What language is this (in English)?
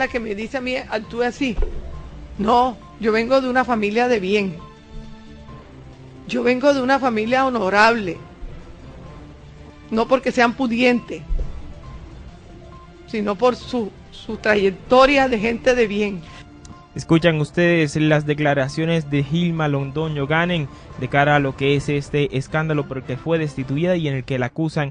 Spanish